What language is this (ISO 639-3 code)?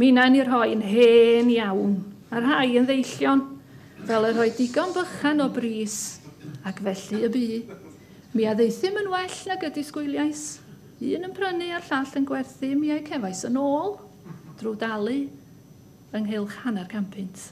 cym